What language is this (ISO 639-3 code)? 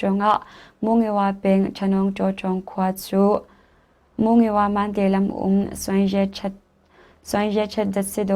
cnh